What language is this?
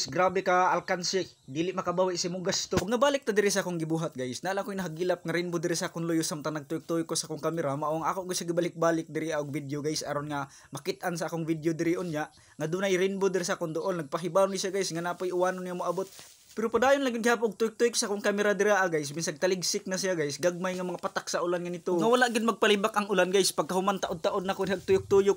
Cebuano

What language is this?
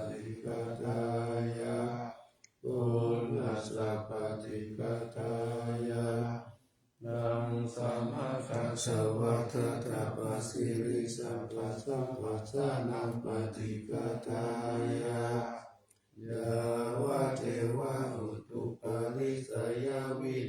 Pali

